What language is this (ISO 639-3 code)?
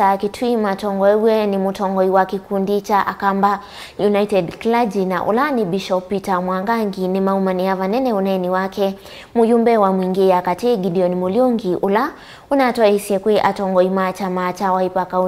kam